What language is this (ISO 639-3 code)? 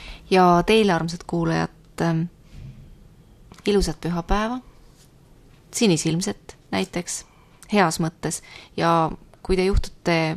est